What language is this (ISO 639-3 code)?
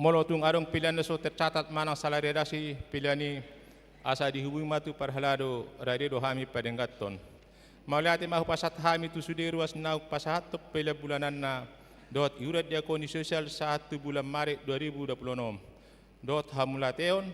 bbc